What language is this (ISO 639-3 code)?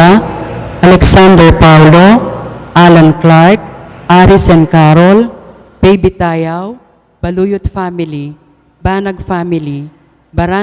pam